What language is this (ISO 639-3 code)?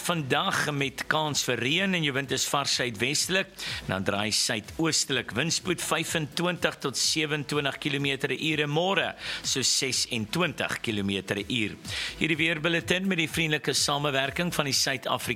afr